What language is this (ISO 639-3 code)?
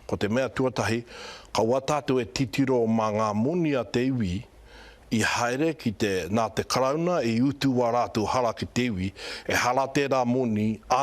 mri